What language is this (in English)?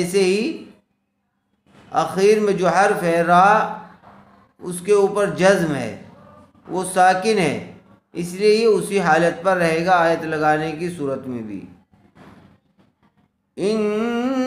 Urdu